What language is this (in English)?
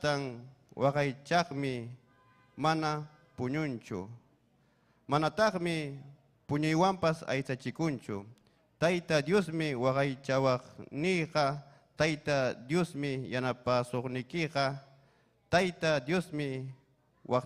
Ayacucho Quechua